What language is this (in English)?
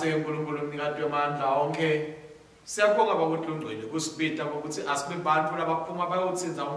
Swati